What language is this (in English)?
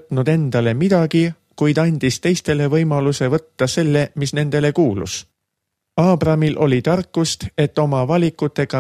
Estonian